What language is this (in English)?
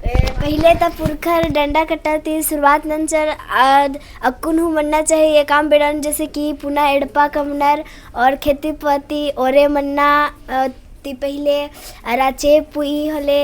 Kurukh